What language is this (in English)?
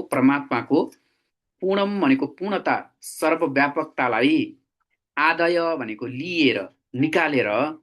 Nepali